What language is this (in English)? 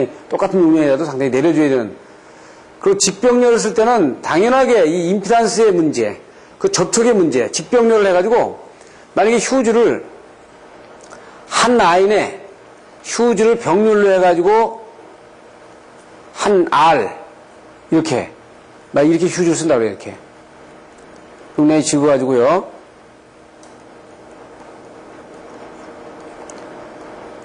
Korean